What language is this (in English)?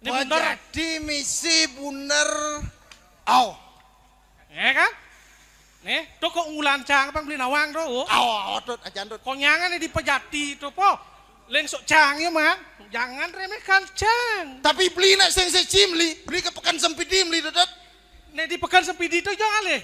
Balinese